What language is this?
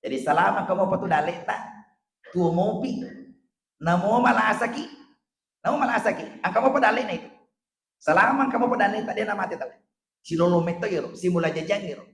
Buginese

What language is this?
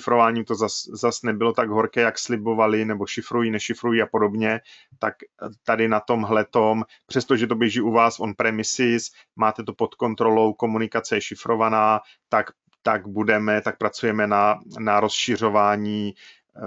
Czech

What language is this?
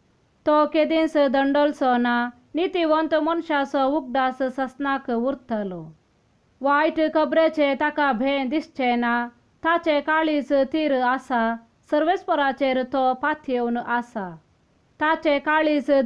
Konkani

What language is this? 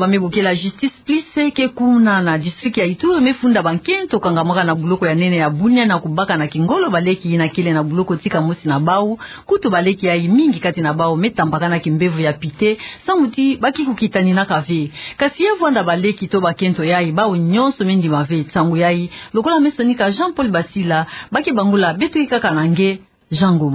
Kituba (Democratic Republic of Congo)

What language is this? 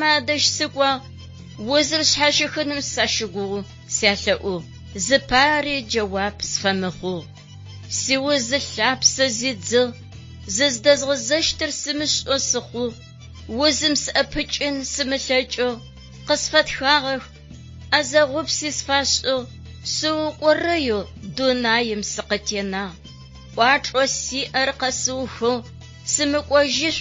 Adyghe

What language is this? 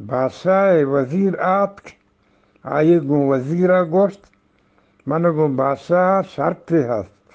Eastern Balochi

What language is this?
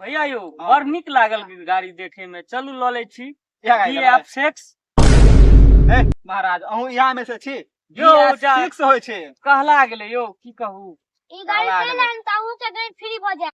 Maithili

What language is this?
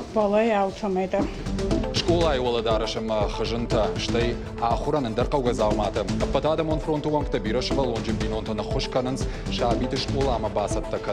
Ossetic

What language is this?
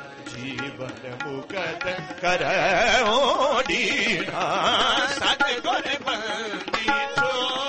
Punjabi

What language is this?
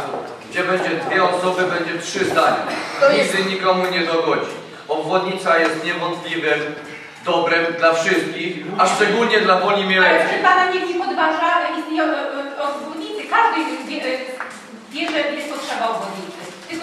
Polish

